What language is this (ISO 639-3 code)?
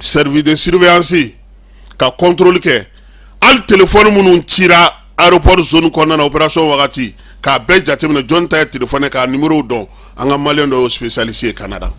bam